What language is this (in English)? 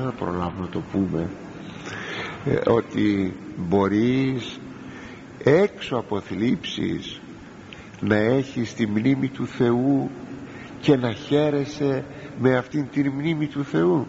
Greek